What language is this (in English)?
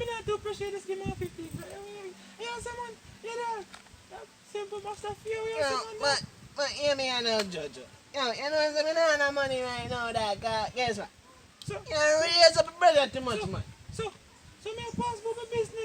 Jamaican Creole English